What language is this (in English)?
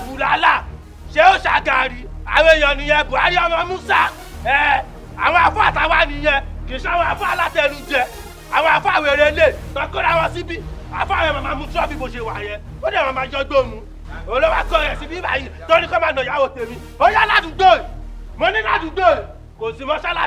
Yoruba